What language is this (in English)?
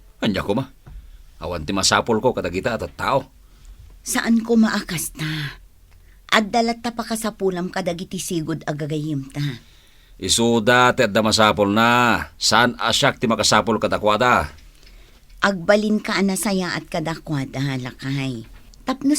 Iloko